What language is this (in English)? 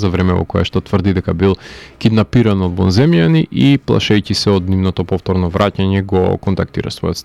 Macedonian